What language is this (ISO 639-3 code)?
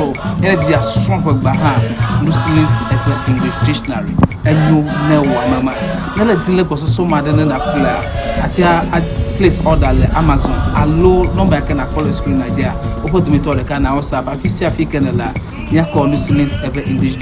ewe